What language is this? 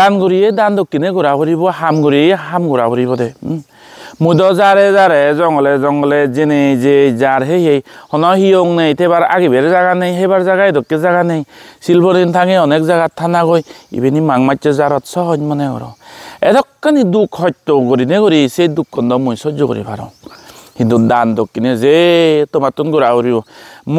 Chakma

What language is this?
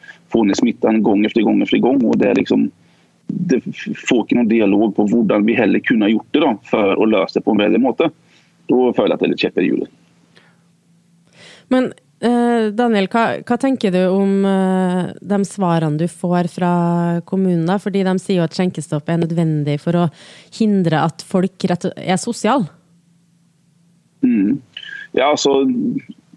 Norwegian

